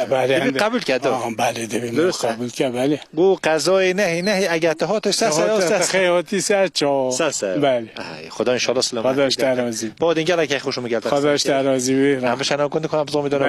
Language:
Kurdish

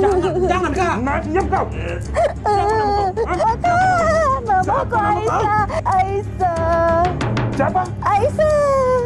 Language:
Musi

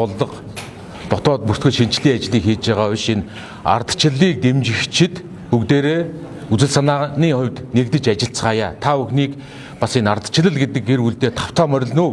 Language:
Mongolian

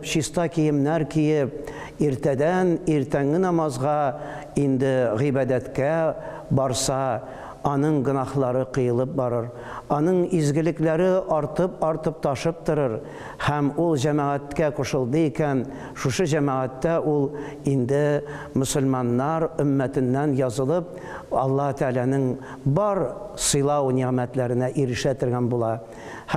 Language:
Tatar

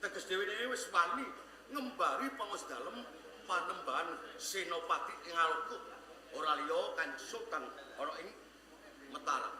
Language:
Javanese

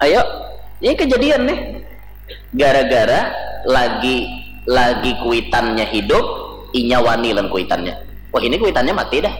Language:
Banjar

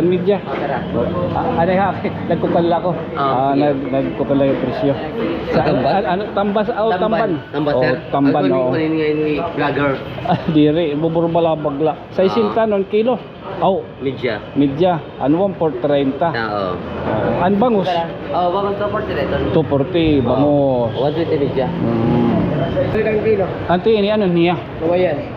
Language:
Waray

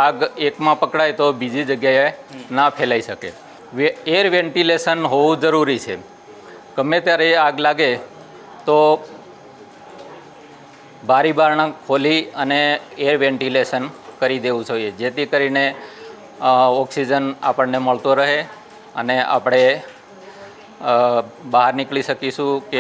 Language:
Gujarati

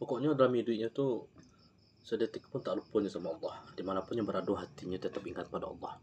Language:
Minangkabau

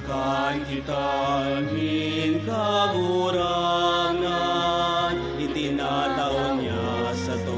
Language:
Bikol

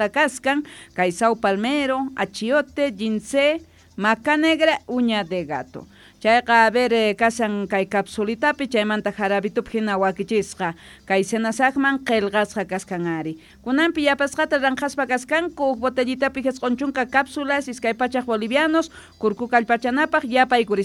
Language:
South Bolivian Quechua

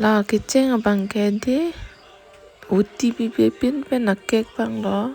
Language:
Karbi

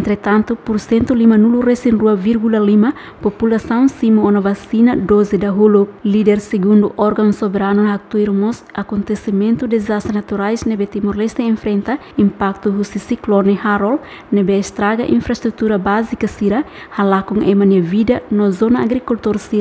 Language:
Tetum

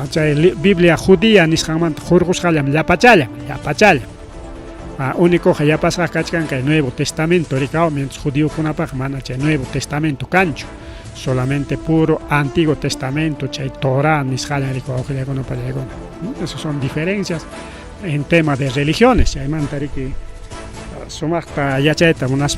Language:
Ayacucho Quechua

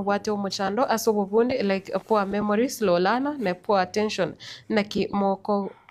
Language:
Gusii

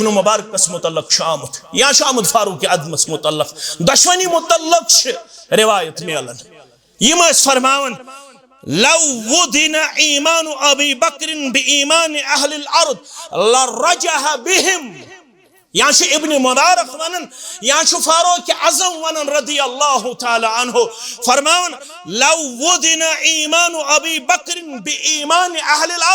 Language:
Kashmiri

